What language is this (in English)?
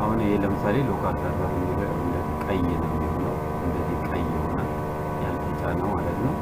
Amharic